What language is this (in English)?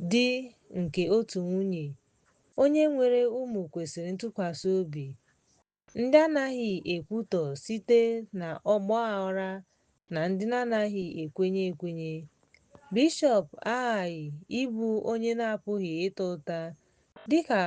Igbo